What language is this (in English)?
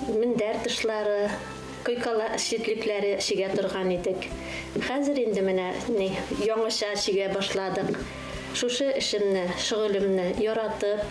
Bashkir